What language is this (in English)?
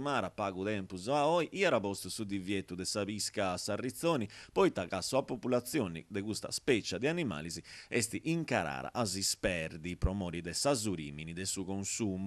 Sardinian